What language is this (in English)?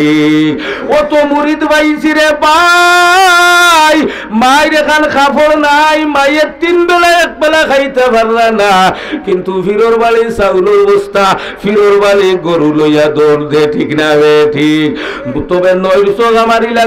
Sylheti